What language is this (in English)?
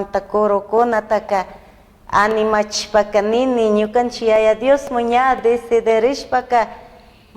Chimborazo Highland Quichua